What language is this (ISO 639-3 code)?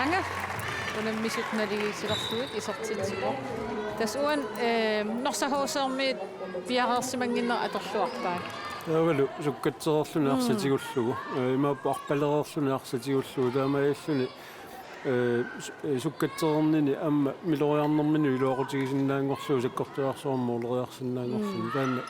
kal